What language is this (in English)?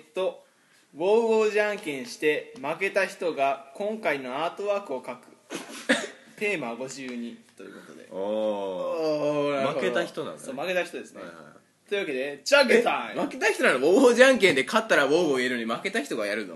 Japanese